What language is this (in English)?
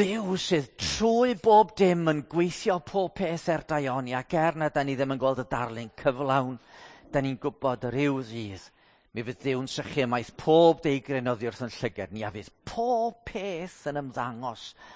Welsh